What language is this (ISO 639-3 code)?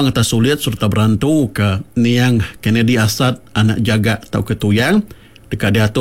iba